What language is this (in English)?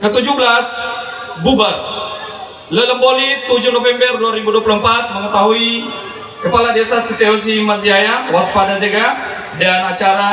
Nias